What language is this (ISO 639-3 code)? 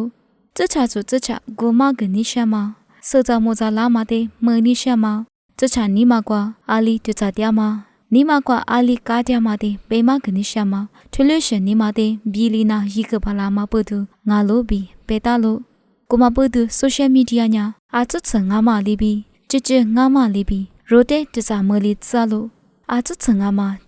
lis